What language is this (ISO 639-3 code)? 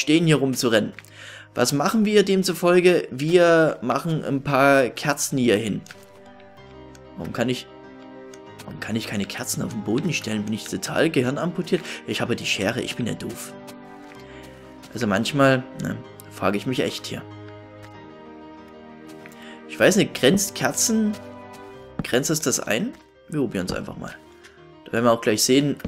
deu